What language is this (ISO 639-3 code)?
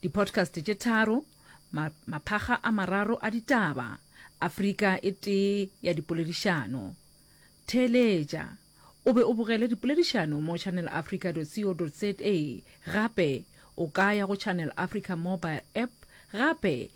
nso